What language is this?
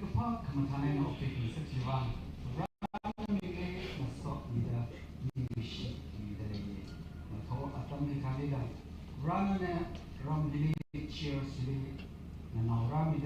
Tangkhul Naga (India)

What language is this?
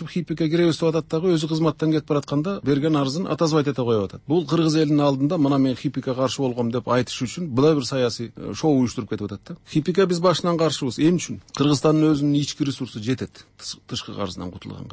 Kyrgyz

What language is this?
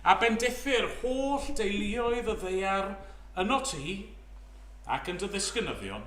Welsh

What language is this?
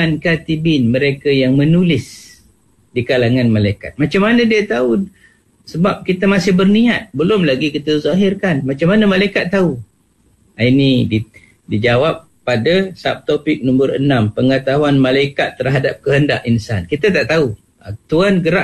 Malay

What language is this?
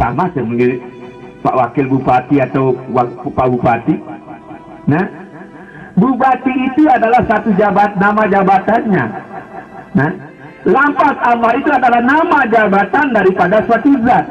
Sasak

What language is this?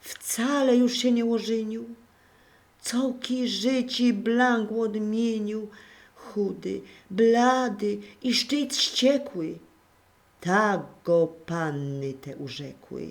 Silesian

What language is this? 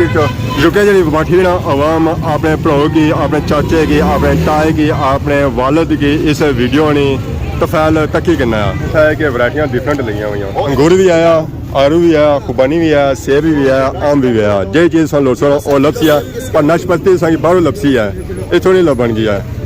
Pahari-Potwari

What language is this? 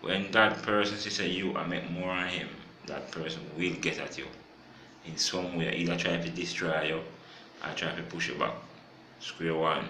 Jamaican Creole English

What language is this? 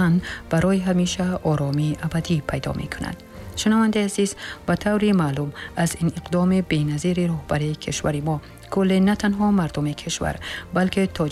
Tajik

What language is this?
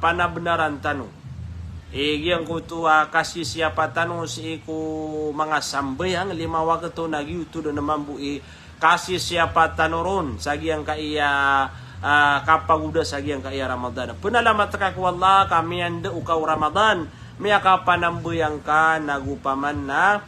Maranao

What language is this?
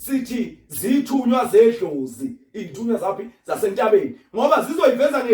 Zulu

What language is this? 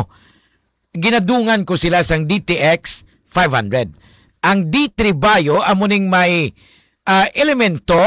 Hiligaynon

